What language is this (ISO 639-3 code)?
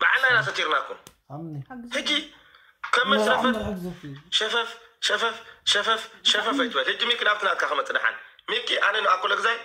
tir